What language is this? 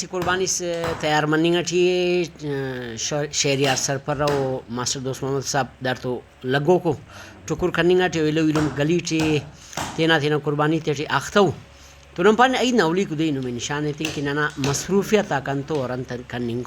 Brahui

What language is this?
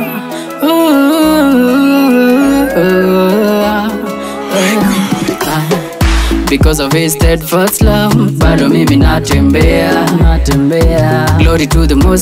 Swahili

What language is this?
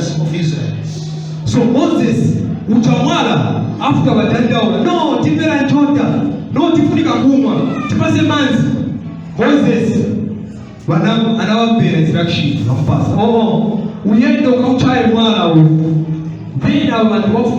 Nyanja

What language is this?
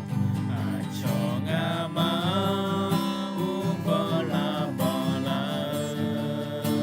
Akha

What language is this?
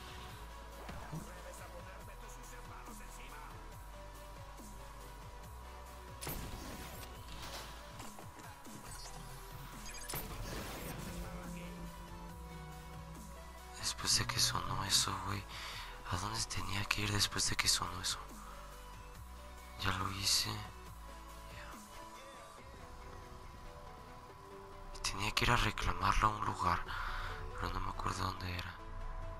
Spanish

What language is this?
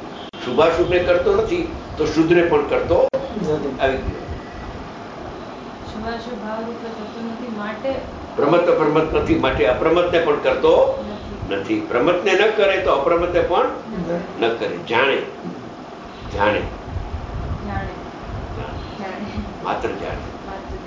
Gujarati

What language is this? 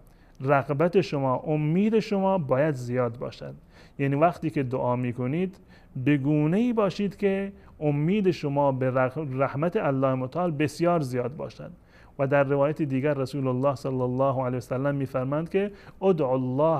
Persian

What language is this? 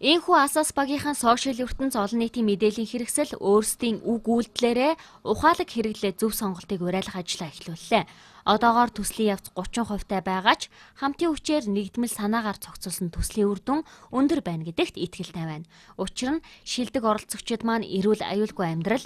Mongolian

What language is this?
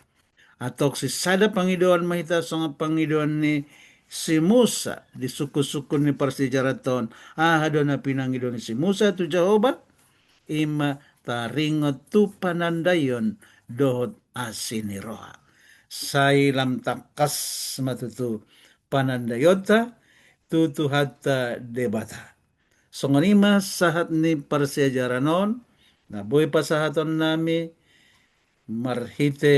Batak Toba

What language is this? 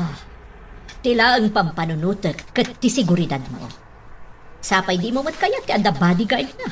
Iloko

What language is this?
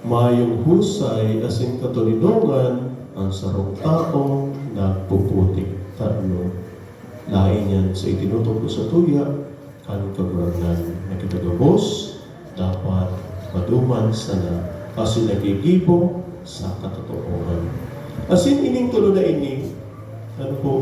Bikol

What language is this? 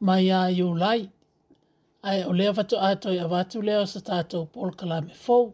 Samoan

